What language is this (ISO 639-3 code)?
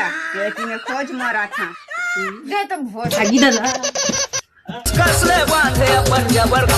hne